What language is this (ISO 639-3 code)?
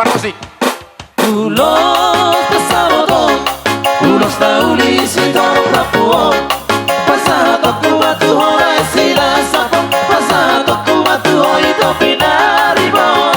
bbc